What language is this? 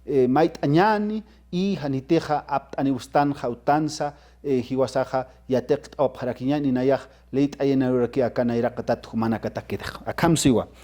Aymara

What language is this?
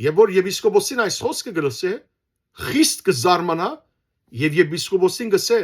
Western Armenian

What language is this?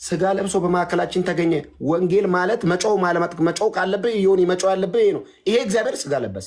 Amharic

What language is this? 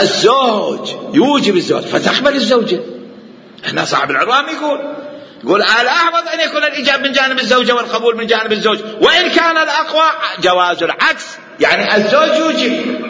Mesopotamian Arabic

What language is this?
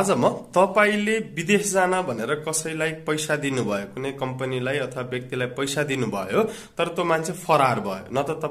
Nepali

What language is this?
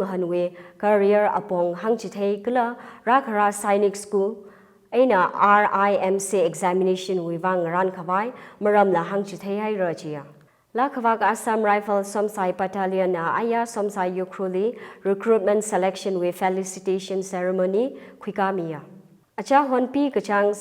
Tangkhul Naga (India)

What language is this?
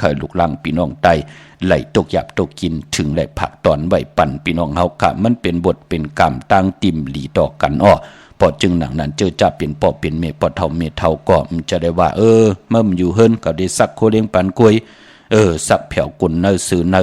Shan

